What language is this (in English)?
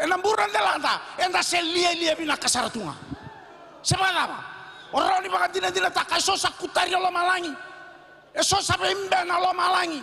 Fijian